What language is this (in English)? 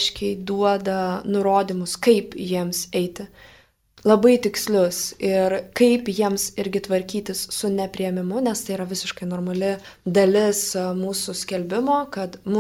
Lithuanian